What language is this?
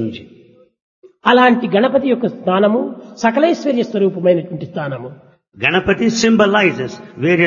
Telugu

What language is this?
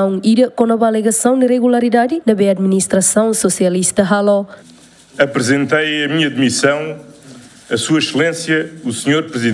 Tetum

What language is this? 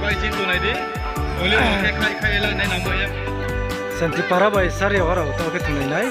Riang (India)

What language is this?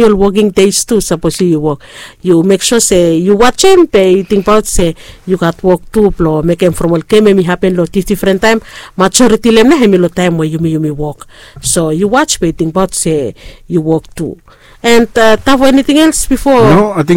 Bislama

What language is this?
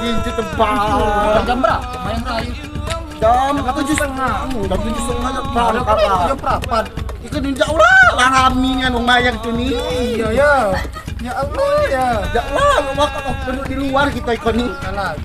Musi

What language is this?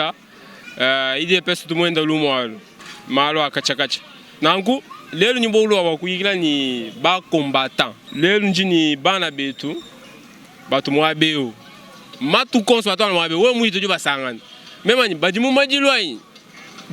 Luba-Lulua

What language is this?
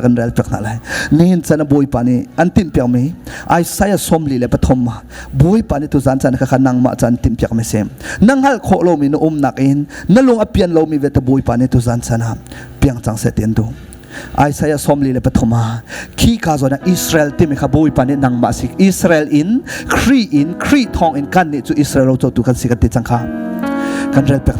Hakha Chin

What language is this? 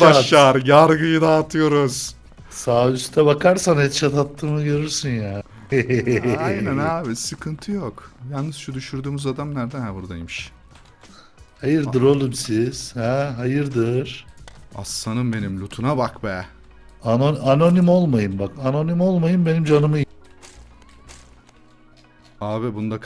Turkish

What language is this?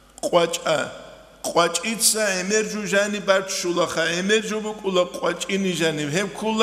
Avaric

